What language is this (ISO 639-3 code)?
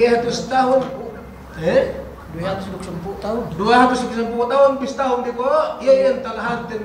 yka